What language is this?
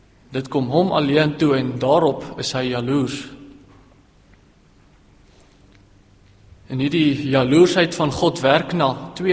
Afrikaans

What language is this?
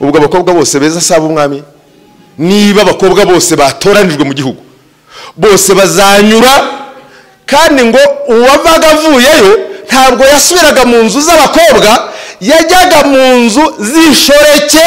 Kinyarwanda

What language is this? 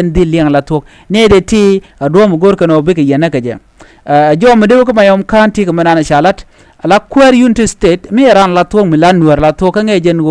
Nuer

